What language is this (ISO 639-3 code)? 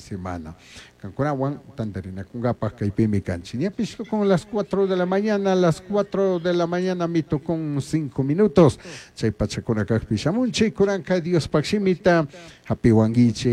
qug